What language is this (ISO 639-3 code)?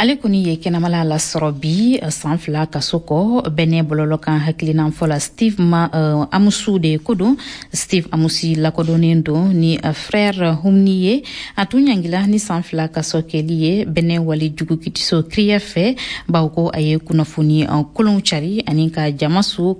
bam